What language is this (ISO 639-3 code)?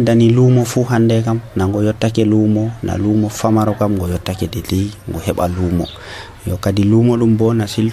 fuv